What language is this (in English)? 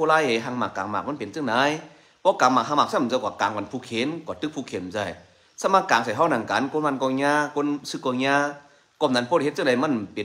Shan